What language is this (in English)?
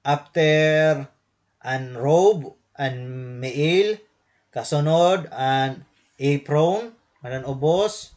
Waray